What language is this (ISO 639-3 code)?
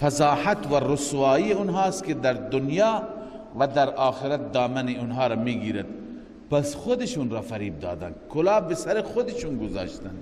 fas